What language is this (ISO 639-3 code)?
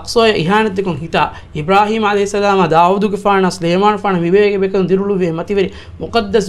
div